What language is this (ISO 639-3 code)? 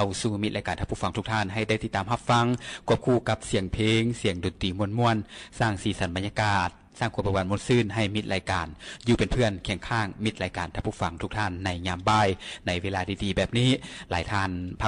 lao